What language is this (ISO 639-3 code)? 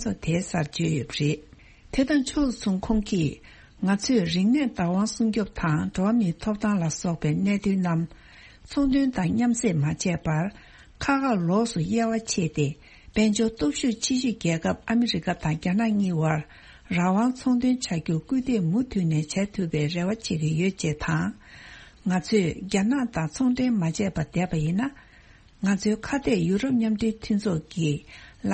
bod